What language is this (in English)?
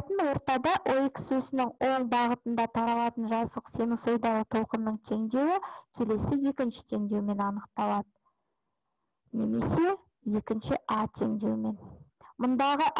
Kazakh